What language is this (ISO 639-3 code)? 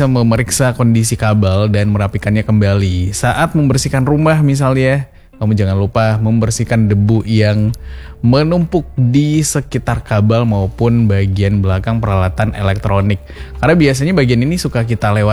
ind